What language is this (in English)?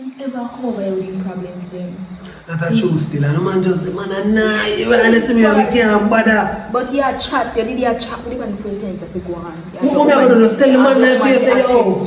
Jamaican Creole English